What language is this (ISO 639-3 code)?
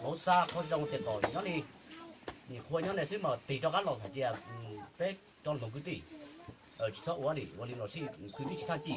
hmn